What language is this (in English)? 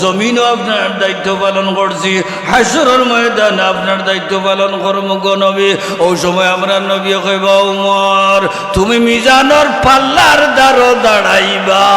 Sylheti